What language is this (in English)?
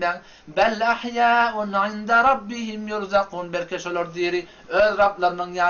Turkmen